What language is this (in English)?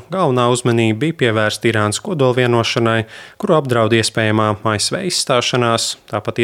Latvian